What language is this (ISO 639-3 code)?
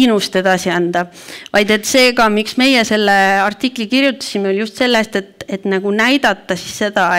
est